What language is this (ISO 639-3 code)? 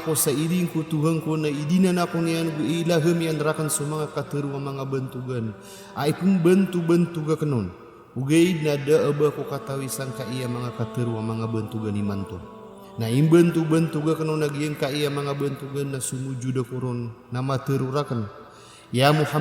mrw